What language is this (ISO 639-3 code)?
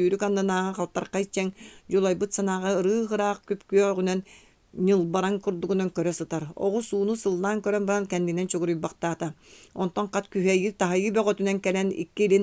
sah